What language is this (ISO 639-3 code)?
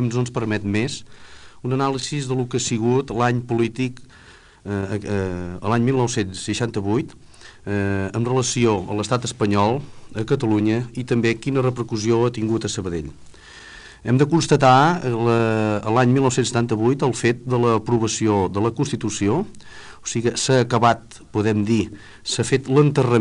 cat